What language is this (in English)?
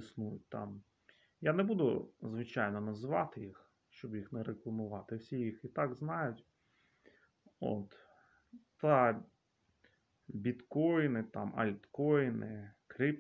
Ukrainian